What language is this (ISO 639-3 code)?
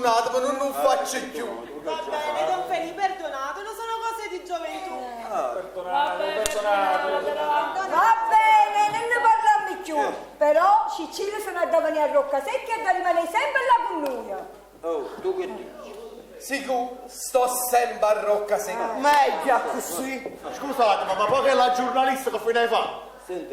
nap